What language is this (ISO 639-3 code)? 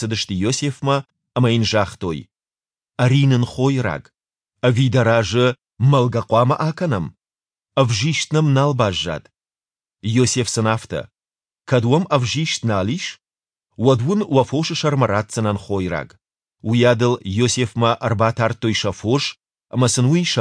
oss